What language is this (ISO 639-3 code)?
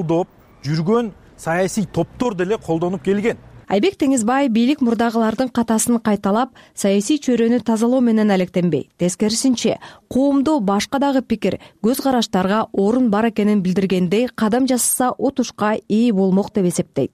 kir